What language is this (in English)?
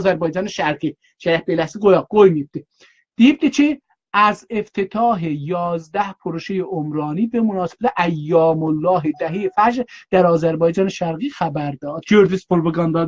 South Azerbaijani